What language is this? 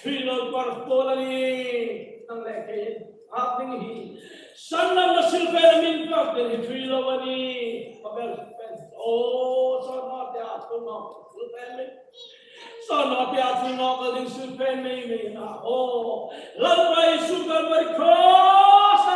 Hmar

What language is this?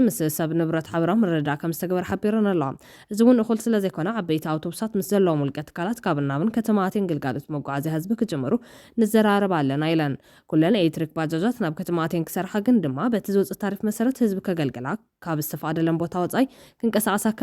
Tigrinya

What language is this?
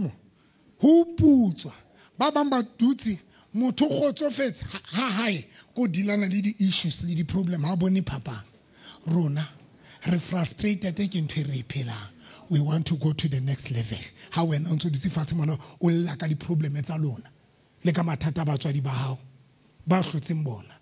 Southern Sotho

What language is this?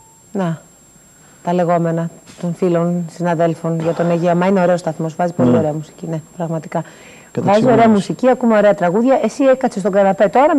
Greek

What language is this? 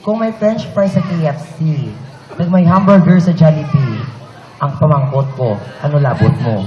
Hiligaynon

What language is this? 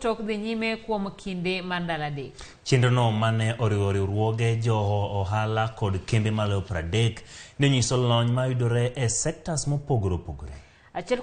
Luo (Kenya and Tanzania)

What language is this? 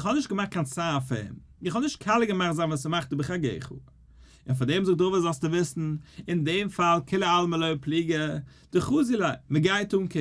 Yiddish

